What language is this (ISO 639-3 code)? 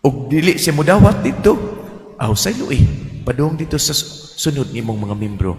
ceb